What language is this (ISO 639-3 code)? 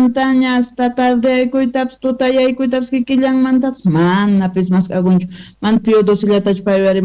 quh